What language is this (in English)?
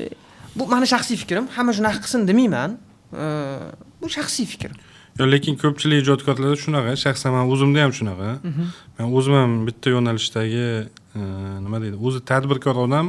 Uzbek